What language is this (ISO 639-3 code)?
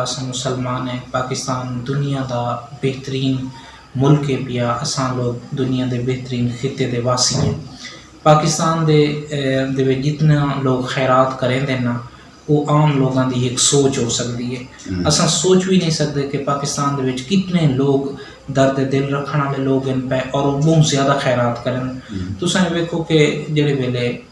skr